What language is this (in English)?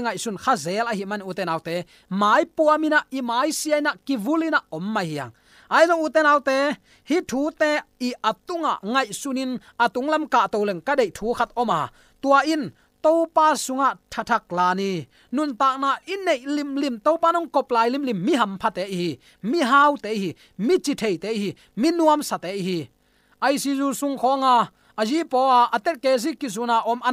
Tedim Chin